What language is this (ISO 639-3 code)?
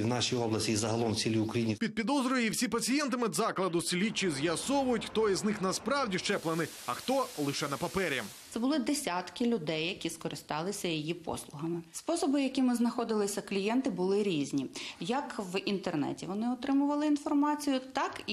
ukr